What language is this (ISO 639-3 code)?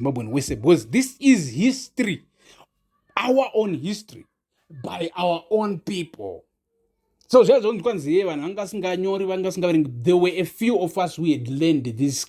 sna